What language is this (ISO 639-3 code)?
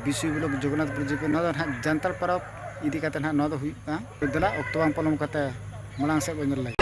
sat